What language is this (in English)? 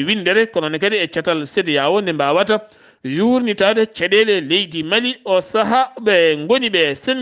Fula